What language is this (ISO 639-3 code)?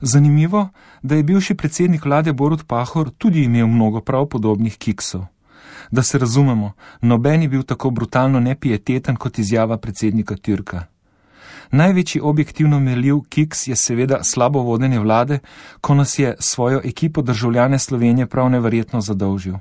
slv